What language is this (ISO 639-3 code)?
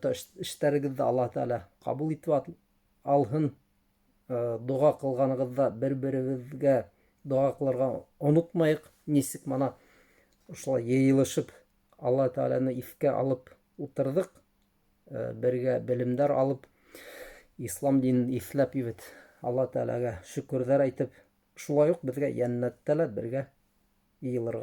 bak